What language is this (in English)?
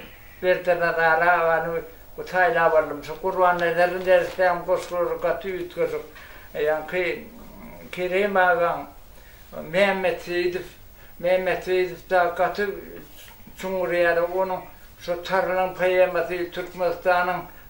Turkmen